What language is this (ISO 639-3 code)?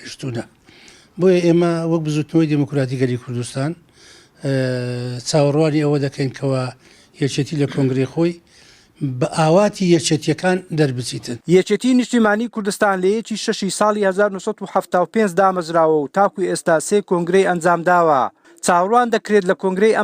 ckb